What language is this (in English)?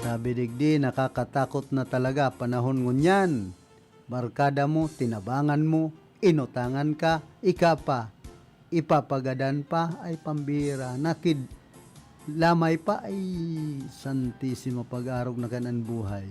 Bikol